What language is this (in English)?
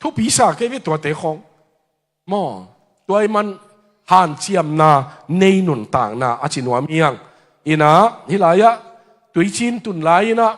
Tedim Chin